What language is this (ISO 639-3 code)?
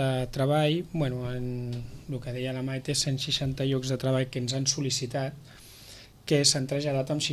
cat